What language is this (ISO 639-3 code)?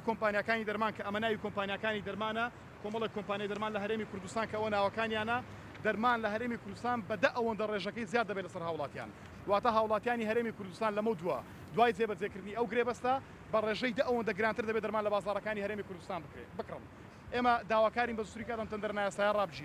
ckb